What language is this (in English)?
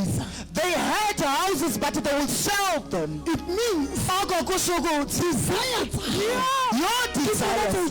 Southern Sotho